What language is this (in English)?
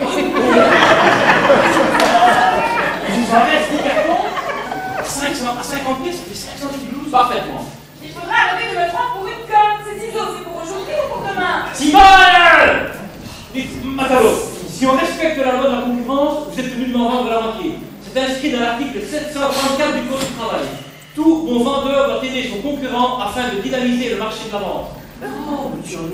French